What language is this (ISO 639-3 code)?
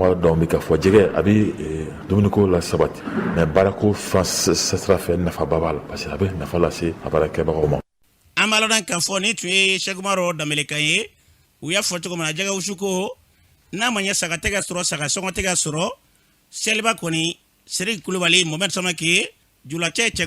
bam